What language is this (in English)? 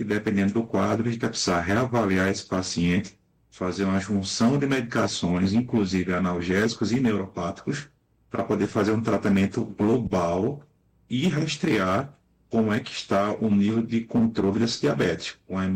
Portuguese